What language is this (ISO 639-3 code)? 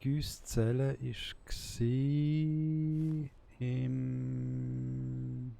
gsw